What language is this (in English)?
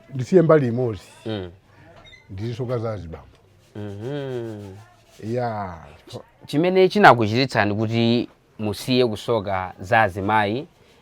Nyanja